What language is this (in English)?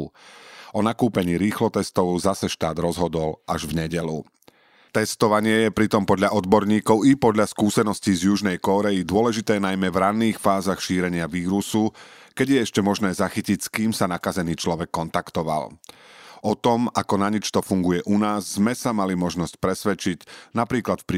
Slovak